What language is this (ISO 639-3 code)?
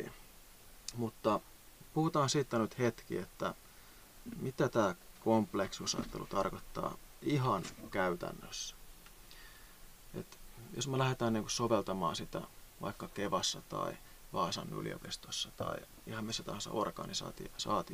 fin